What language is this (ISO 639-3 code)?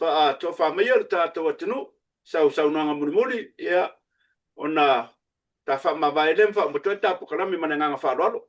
smo